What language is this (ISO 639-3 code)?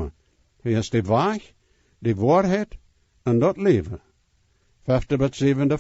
pdt